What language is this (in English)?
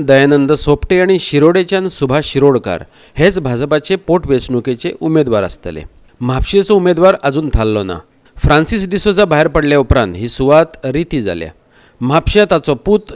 Konkani